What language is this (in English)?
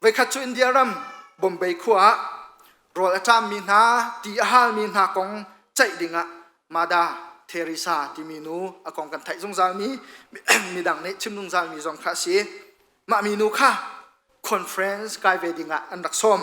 Hakha Chin